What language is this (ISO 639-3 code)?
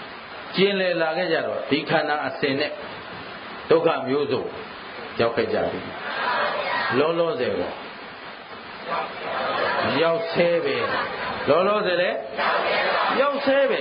mya